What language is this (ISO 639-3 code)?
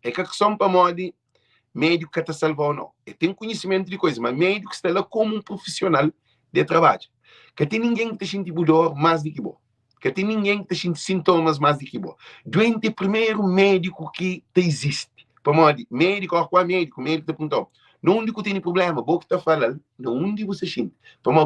kea